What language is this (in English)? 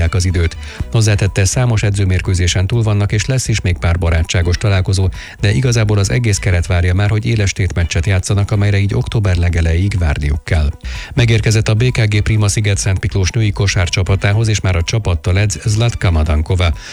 Hungarian